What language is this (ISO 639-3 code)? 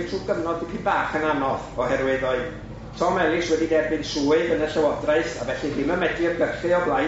cym